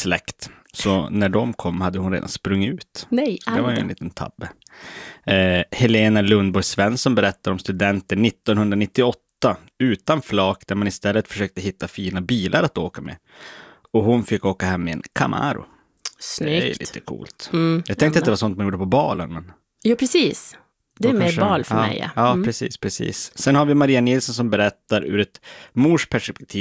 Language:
Swedish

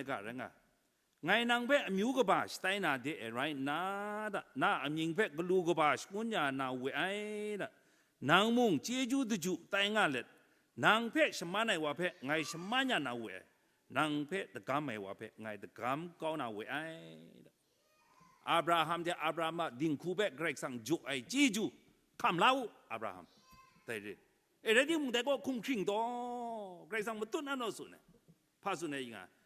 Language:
Kachin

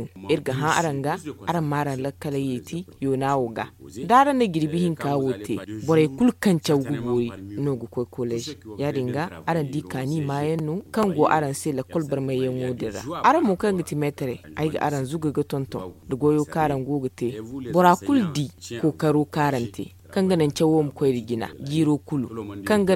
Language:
Zarma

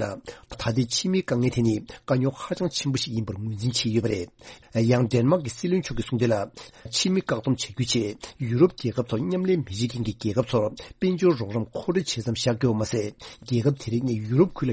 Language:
Tibetan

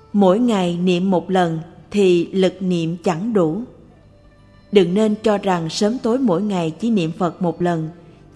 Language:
Vietnamese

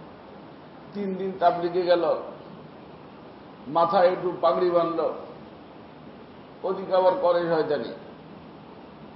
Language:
Bangla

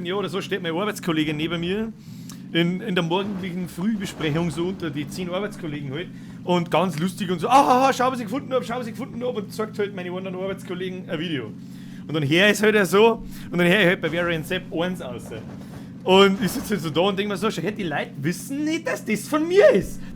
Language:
Bavarian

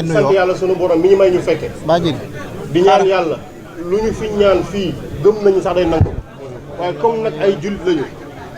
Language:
Wolof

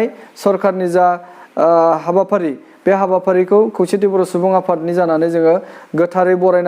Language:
Bodo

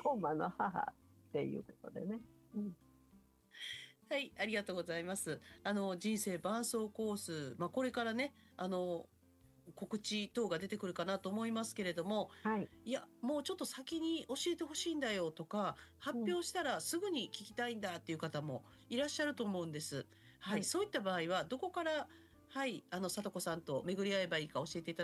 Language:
Japanese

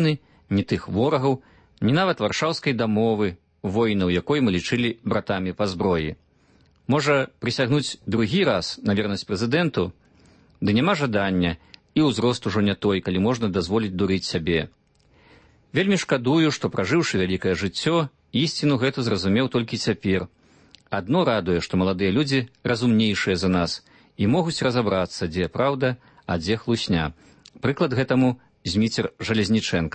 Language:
Belarusian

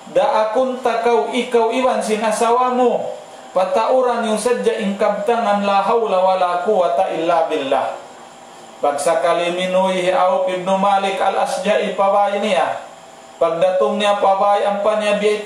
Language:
Tausug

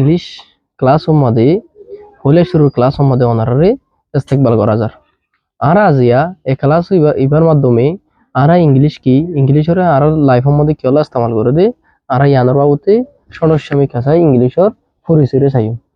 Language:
Rohingya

